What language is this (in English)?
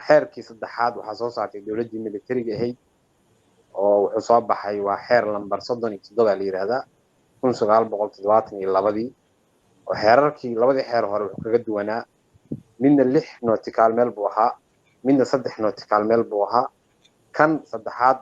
Somali